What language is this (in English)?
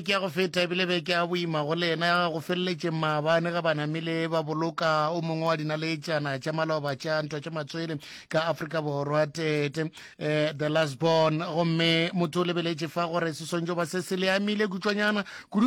Northern Sotho